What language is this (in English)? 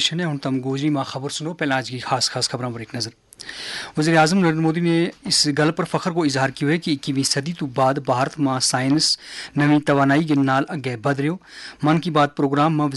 Gujari